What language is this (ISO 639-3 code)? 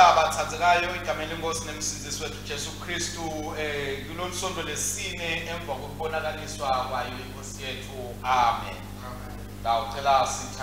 ssw